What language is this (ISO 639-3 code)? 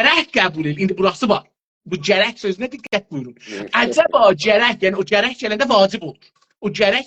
azb